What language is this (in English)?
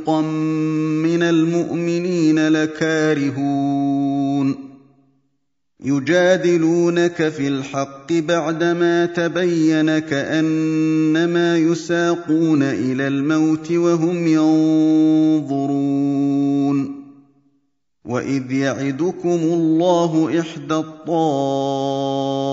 Arabic